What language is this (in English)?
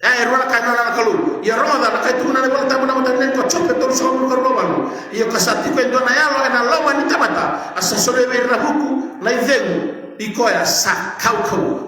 Fijian